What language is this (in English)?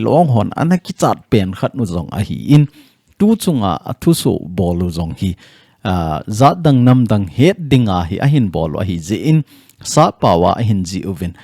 Thado Chin